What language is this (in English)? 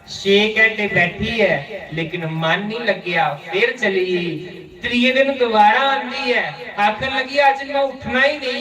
Dogri